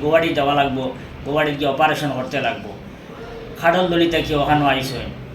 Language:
Sylheti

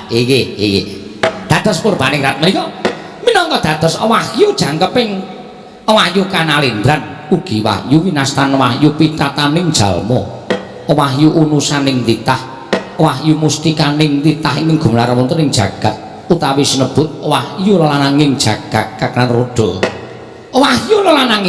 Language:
Javanese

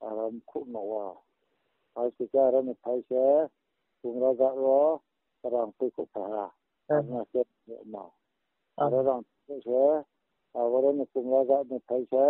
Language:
Riang (India)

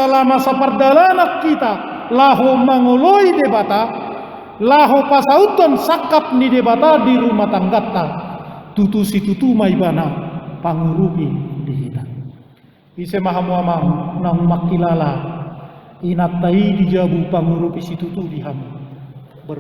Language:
Batak Toba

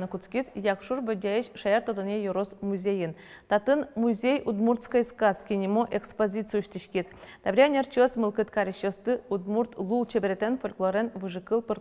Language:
Udmurt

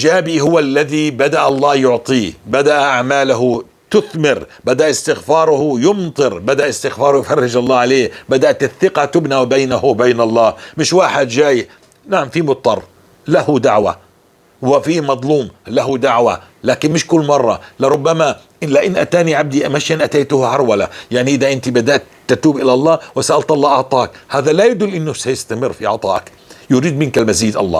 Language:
North Levantine Arabic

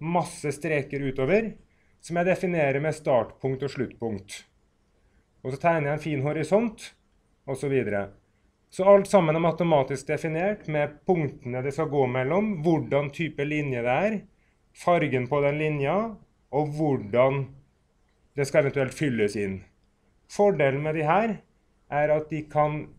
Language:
Norwegian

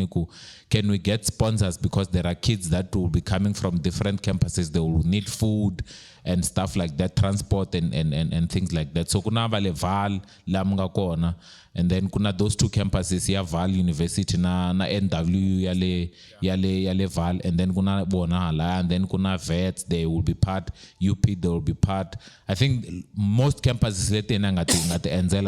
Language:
Tsonga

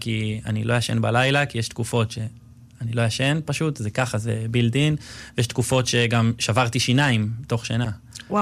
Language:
Hebrew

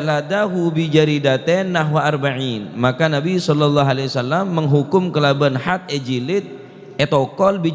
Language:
Madurese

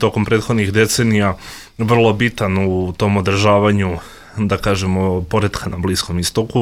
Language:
Bosnian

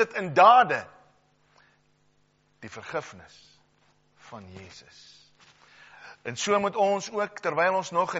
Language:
Afrikaans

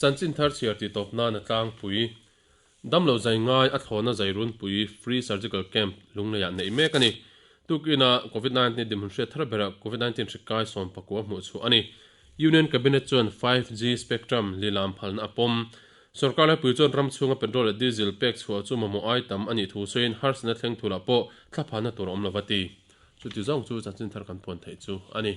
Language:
Mizo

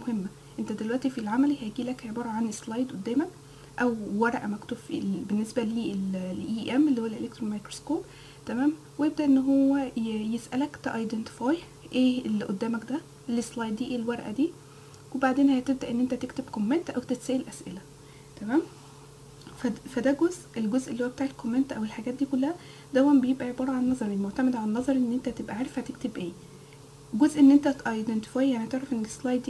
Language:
Egyptian Arabic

